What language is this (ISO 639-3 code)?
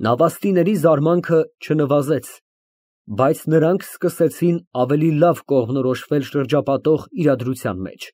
hye